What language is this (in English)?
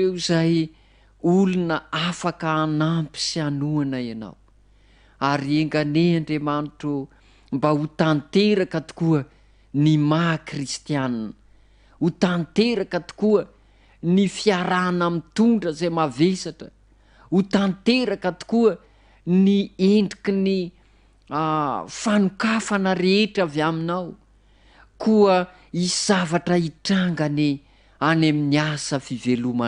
Malagasy